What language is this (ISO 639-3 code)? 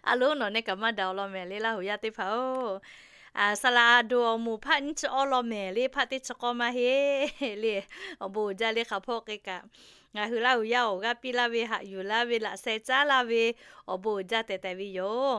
lhu